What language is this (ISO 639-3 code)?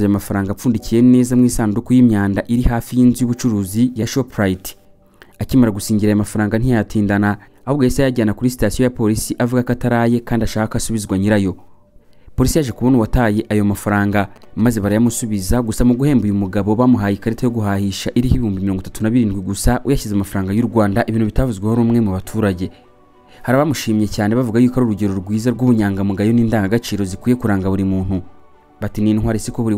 kin